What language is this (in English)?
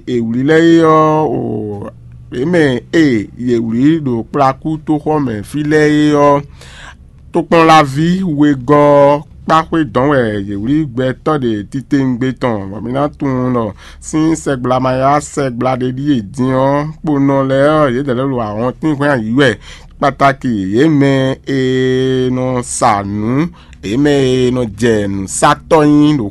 Fon